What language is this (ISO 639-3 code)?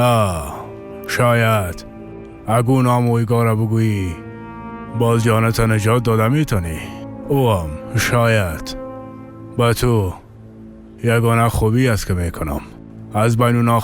fas